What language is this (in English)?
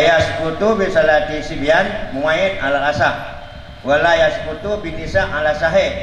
Achinese